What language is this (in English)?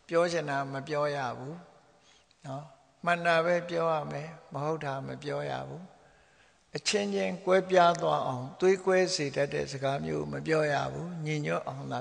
Burmese